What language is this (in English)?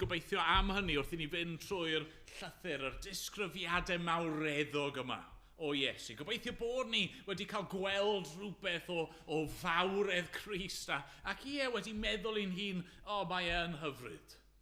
Welsh